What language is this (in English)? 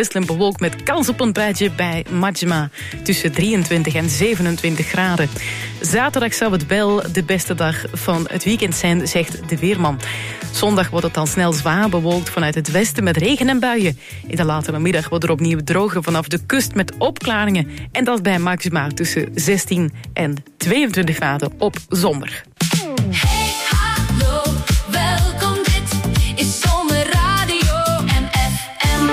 Dutch